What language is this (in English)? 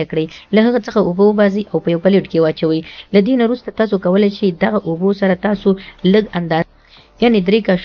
Pashto